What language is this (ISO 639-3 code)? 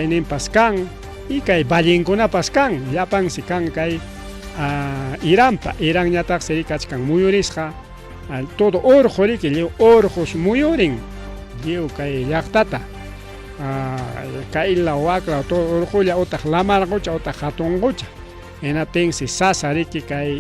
quy